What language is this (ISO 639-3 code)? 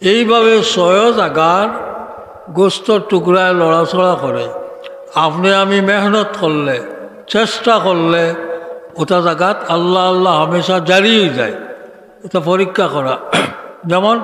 syl